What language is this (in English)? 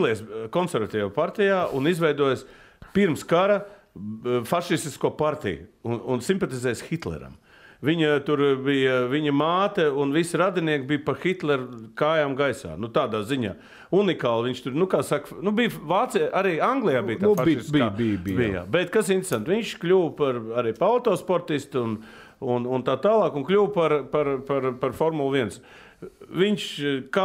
Latvian